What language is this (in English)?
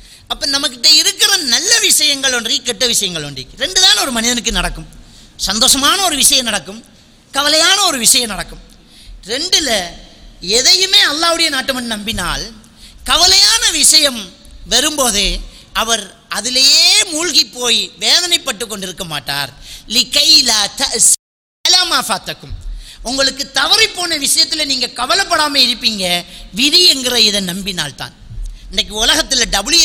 Tamil